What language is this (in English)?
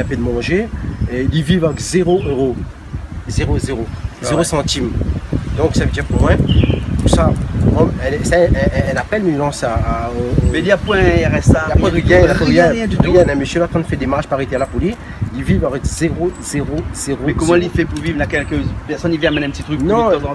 Réunion Creole French